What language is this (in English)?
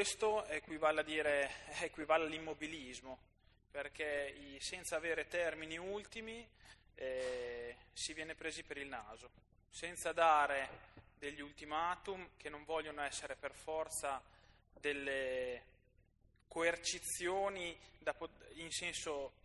Italian